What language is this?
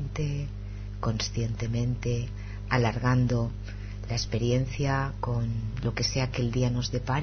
Spanish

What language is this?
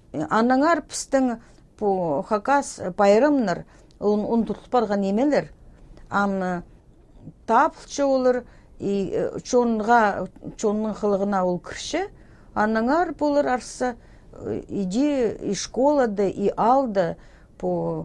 Khakas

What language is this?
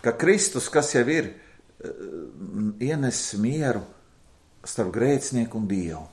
Latvian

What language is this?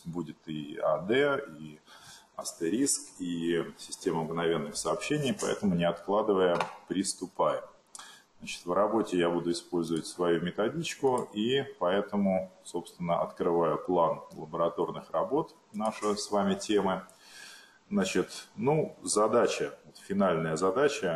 Russian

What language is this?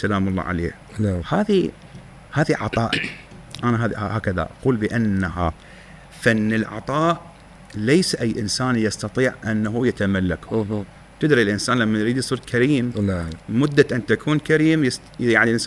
Mesopotamian Arabic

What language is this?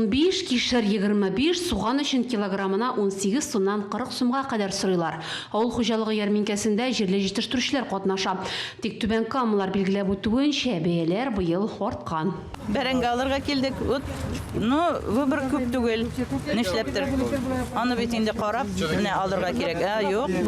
Tatar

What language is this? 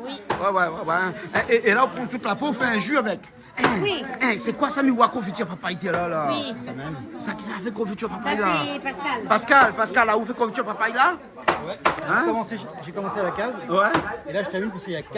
Réunion Creole French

